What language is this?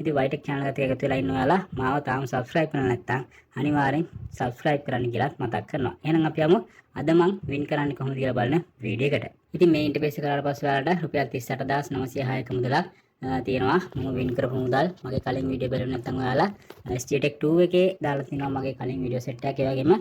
Sinhala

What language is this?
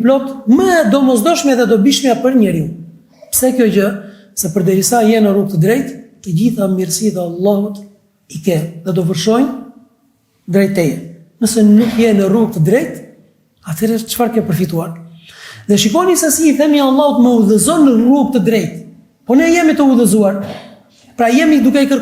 Albanian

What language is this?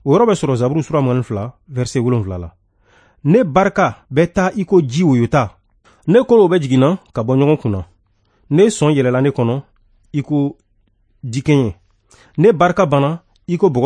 Bambara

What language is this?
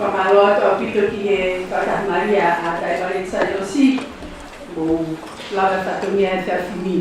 Tongan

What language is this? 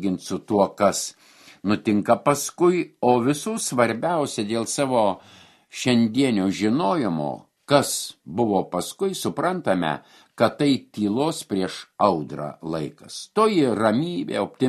Lithuanian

